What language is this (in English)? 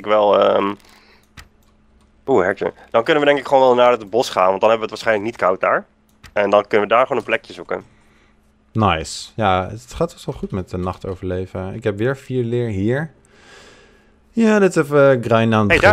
Dutch